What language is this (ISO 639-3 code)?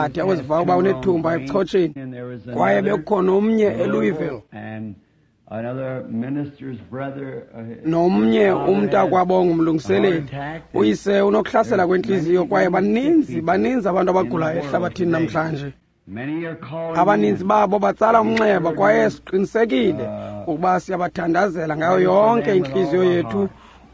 xho